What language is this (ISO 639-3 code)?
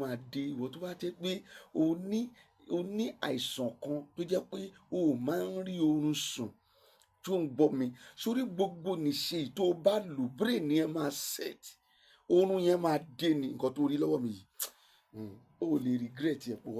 yor